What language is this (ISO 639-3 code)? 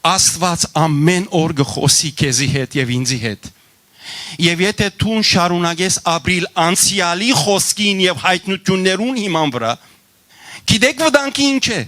hyw